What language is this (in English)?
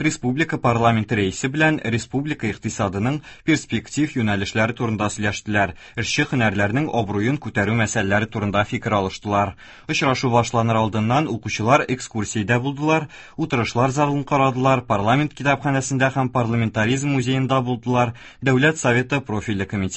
Tatar